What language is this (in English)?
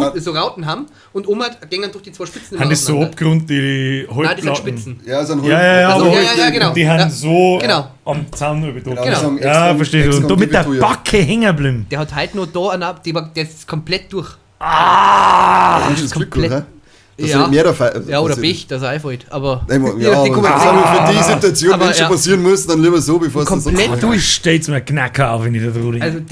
Bavarian